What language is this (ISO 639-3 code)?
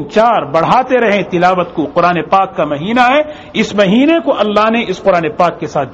urd